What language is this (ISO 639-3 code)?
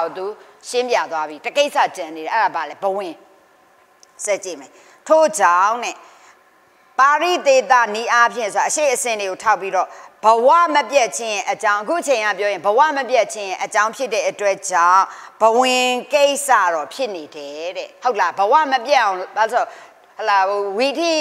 mya